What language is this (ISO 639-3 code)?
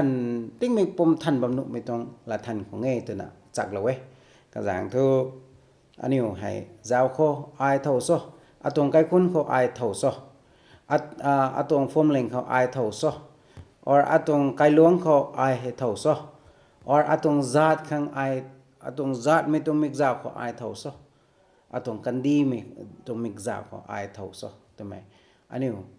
nbu